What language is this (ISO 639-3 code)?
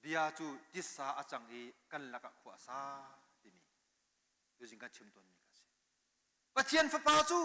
cnh